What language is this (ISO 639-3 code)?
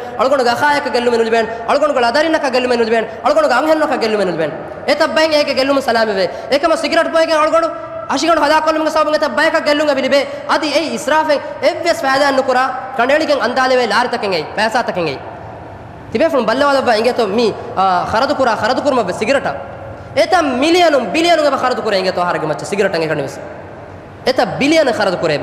div